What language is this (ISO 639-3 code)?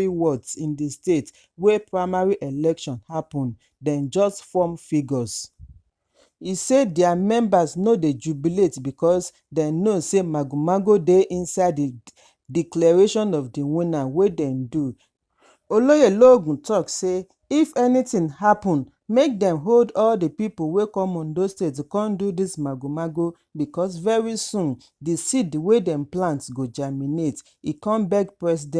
pcm